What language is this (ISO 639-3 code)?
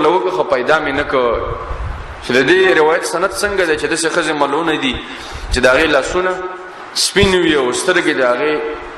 pus